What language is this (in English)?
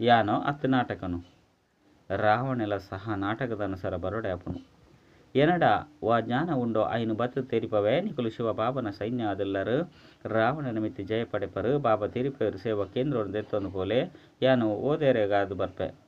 Tulu